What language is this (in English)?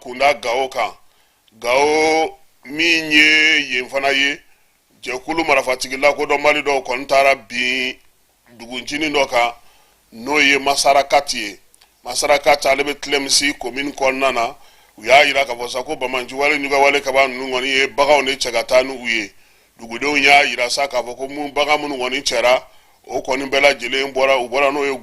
Bambara